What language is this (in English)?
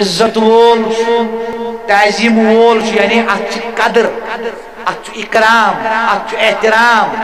Kashmiri